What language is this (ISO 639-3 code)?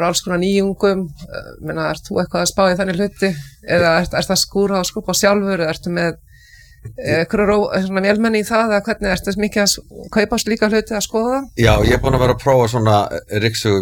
isl